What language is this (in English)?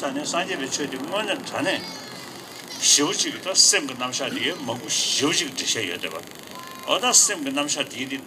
Tibetan